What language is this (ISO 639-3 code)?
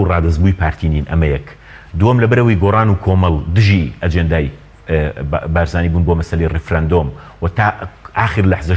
ckb